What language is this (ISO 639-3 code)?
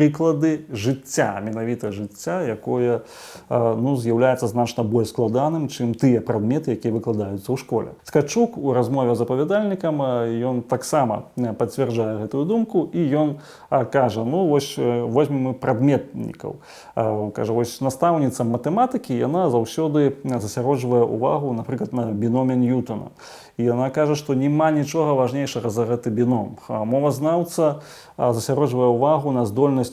bel